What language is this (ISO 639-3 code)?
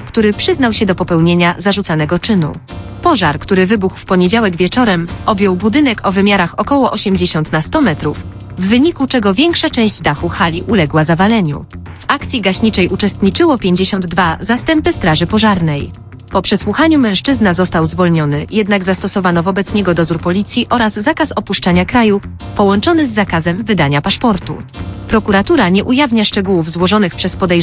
pol